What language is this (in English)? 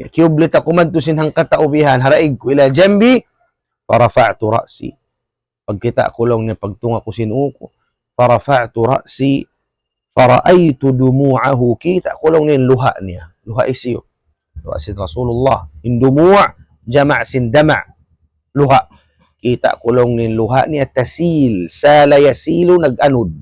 Tausug